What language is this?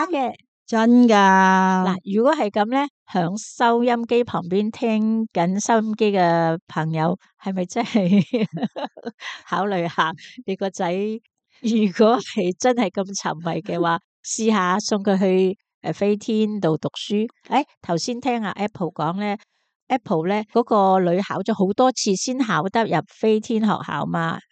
Cantonese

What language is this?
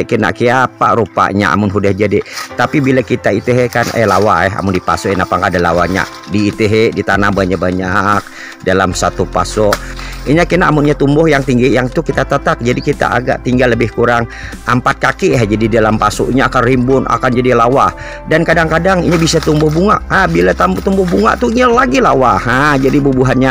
Banjar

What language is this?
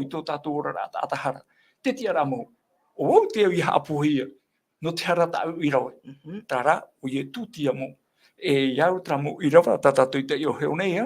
Tahitian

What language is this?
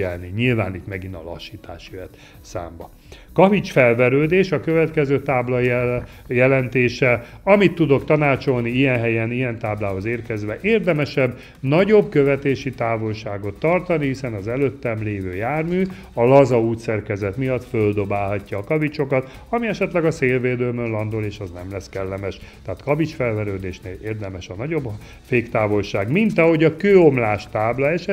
Hungarian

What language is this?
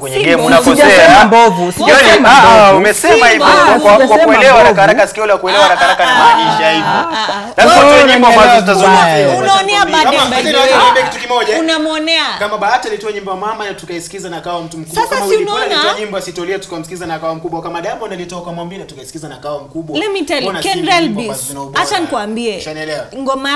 Swahili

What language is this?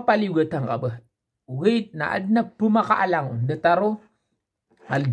Maranao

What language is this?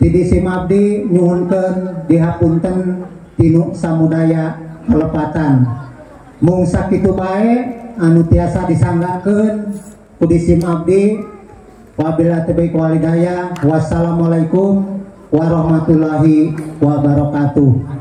Sundanese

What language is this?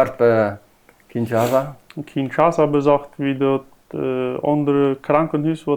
Plautdietsch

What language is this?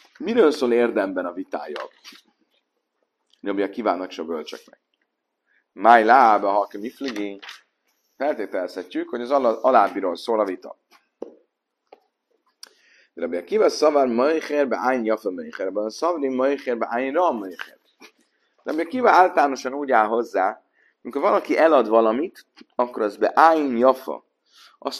Hungarian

